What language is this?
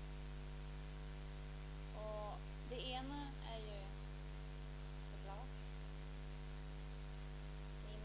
Swedish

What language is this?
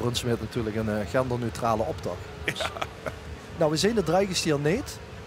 Limburgish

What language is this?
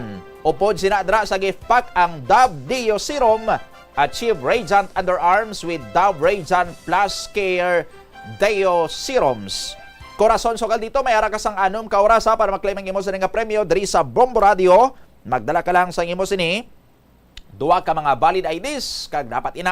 Hiligaynon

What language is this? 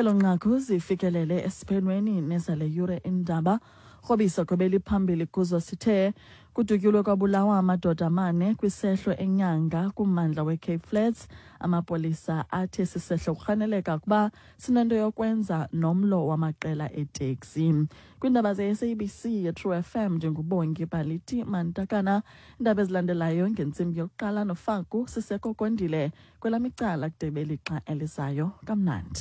Xhosa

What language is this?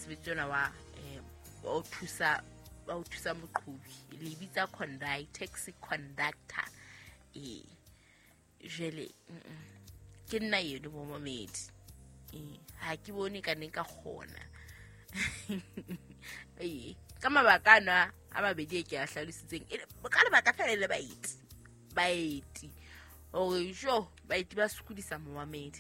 Southern Sotho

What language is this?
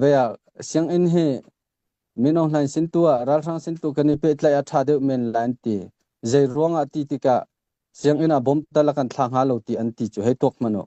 Hakha Chin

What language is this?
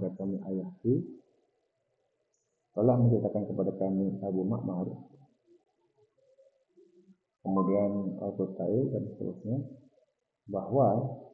Indonesian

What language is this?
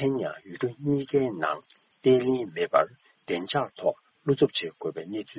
Tibetan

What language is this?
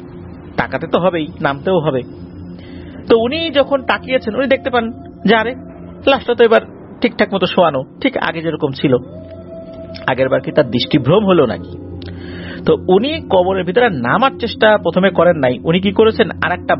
Bangla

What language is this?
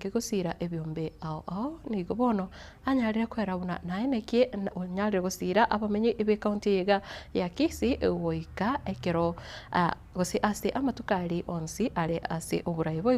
Gusii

